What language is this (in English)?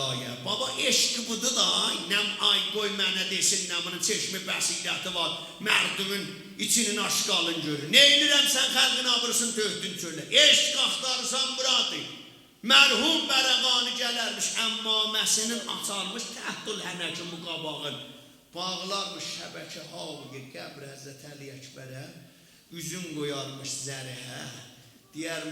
South Azerbaijani